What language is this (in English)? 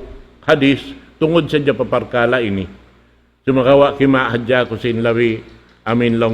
Tausug